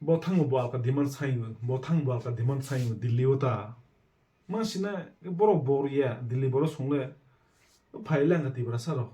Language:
Kok Borok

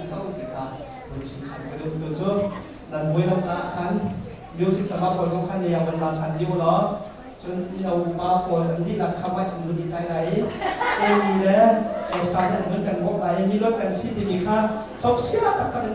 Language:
Hakha Chin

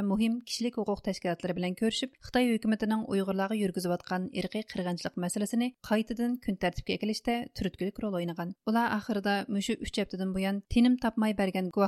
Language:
Uyghur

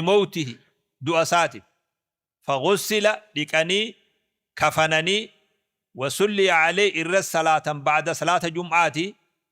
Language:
Oromo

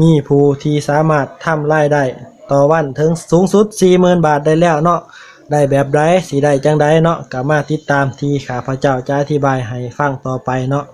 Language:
Lao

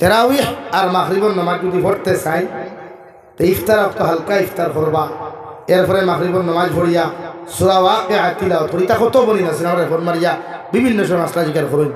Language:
Sylheti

